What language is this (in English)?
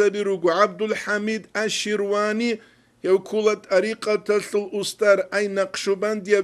Avaric